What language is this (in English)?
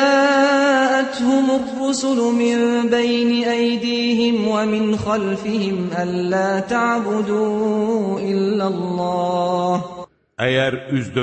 Azerbaijani